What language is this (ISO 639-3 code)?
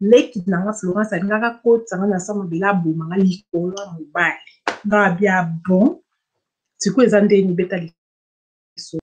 lin